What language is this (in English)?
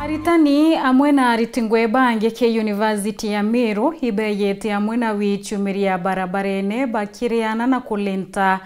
Meru